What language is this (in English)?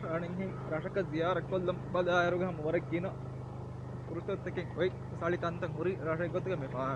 Divehi